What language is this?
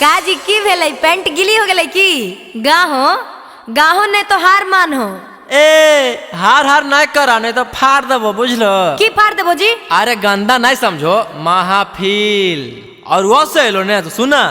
Magahi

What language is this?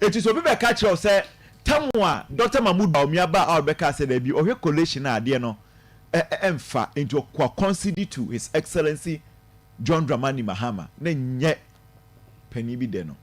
Akan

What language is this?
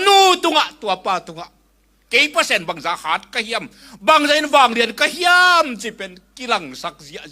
Tedim Chin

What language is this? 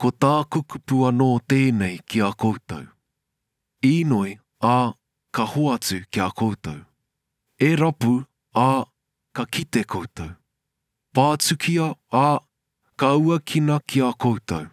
Māori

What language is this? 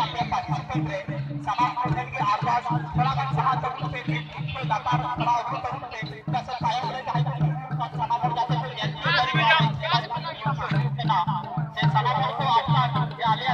Santali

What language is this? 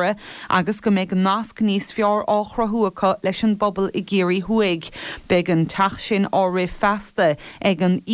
Irish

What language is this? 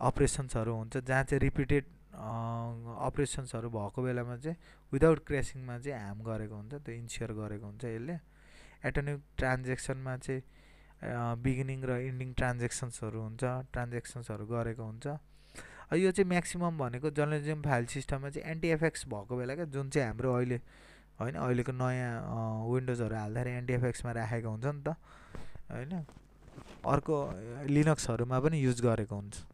Nepali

